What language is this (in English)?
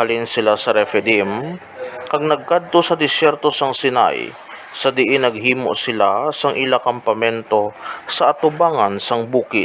Hiligaynon